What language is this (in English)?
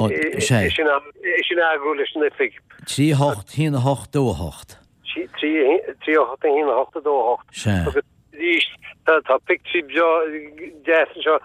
Irish